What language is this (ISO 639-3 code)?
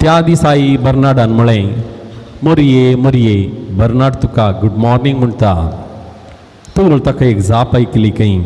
kok